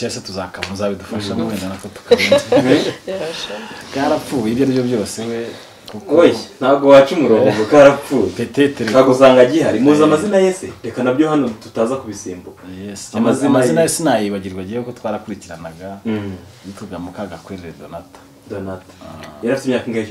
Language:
Kinyarwanda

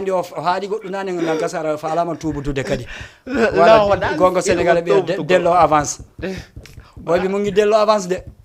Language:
Fula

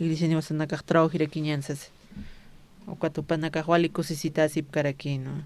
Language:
Aymara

